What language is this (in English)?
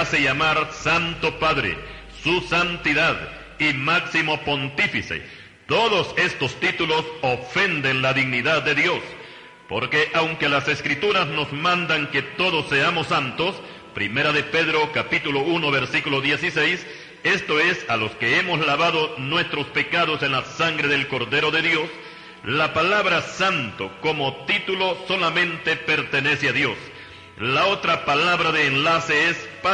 Spanish